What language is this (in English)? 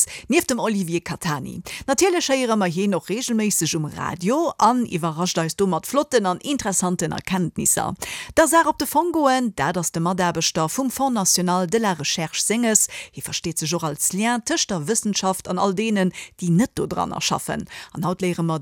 Luxembourgish